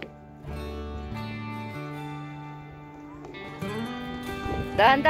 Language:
Filipino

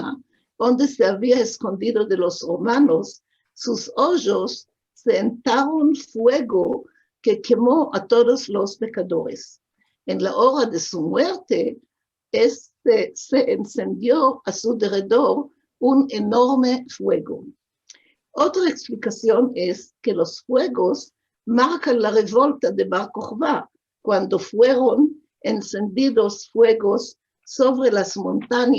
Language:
Ladino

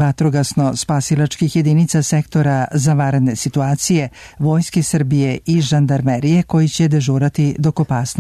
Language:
Serbian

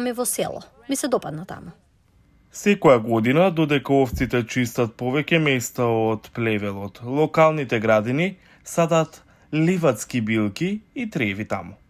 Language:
Macedonian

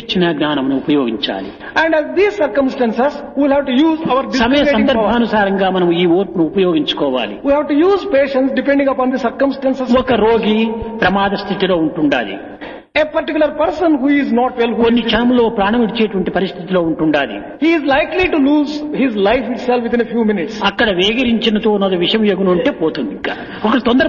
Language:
Telugu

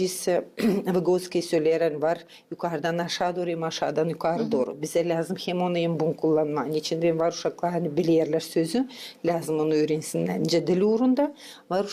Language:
Gagauz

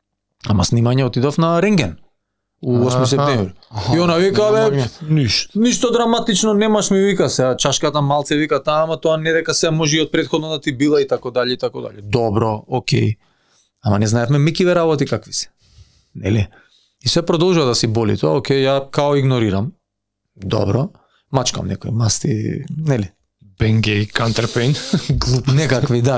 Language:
Macedonian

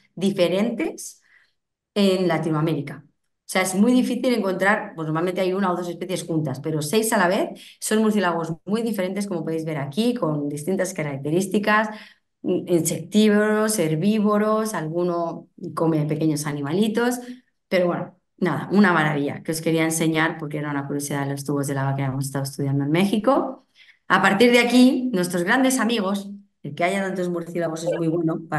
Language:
Spanish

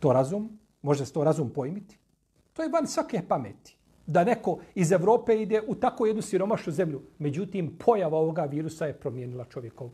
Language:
Bosnian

